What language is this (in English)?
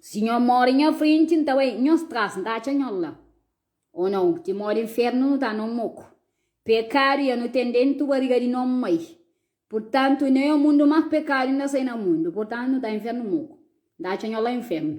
Kabuverdianu